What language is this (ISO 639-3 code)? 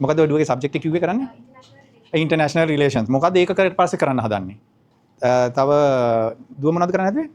sin